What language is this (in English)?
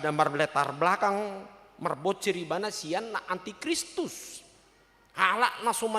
Batak Toba